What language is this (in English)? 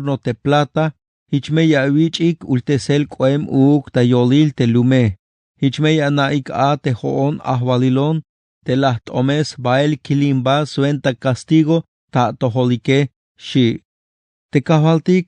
Tzeltal